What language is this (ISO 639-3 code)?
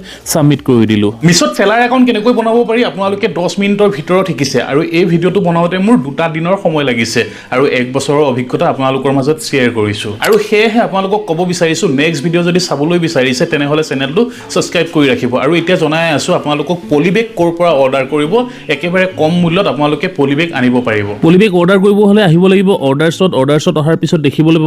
asm